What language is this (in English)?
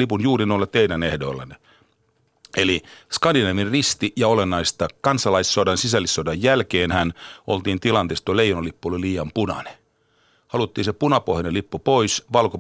Finnish